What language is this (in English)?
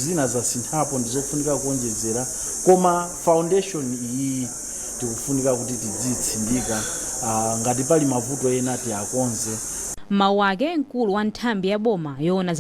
Nyanja